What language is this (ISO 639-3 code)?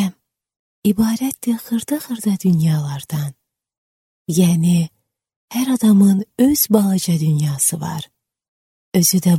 aze